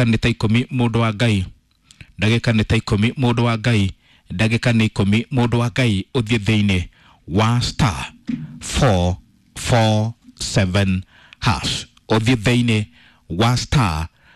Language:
Kikuyu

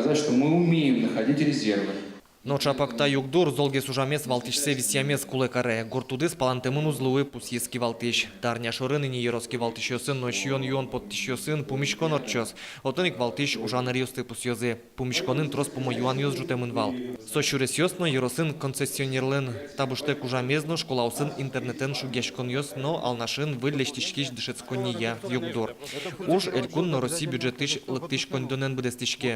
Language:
Udmurt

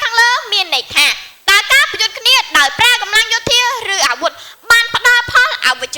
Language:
Khmer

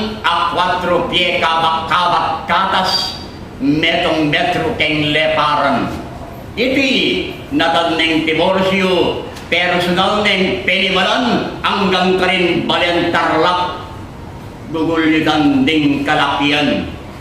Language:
Pampanga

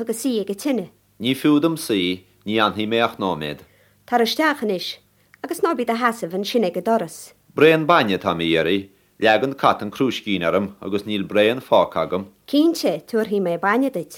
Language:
Irish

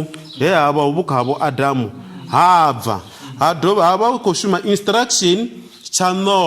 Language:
Venda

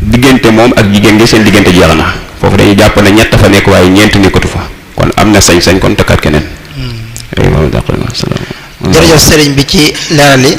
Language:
Wolof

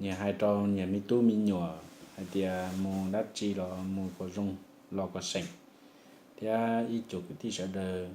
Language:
Hmong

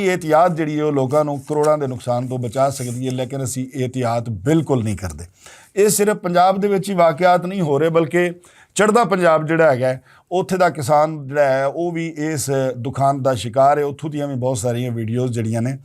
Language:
Western Panjabi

